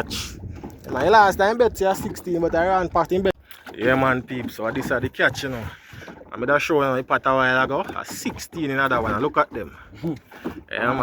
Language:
Jamaican Creole English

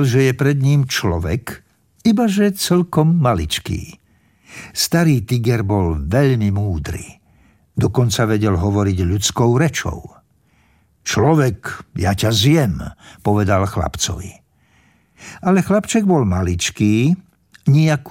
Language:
Slovak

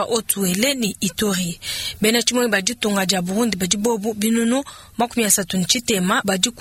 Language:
Luba-Lulua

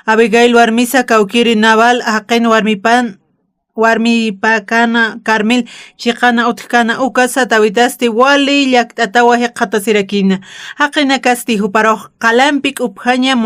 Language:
Aymara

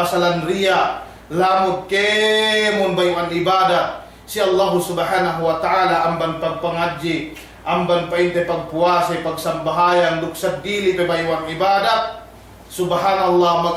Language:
Yakan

